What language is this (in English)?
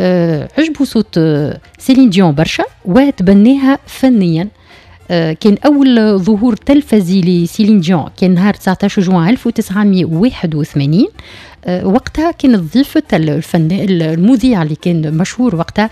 Tunisian Arabic